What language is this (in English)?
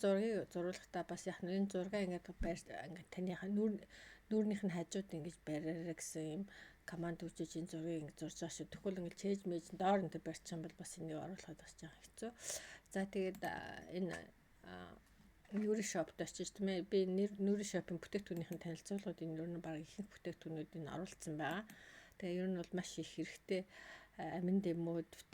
Mongolian